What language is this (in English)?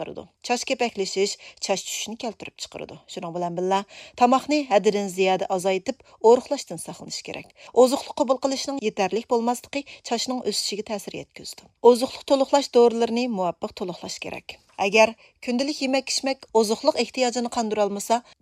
Uyghur